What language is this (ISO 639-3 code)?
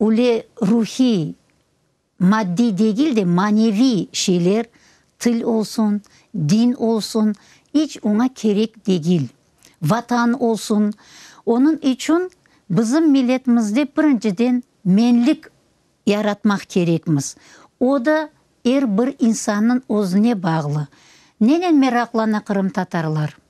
crh